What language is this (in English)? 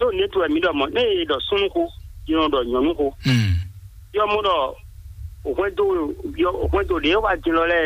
Fon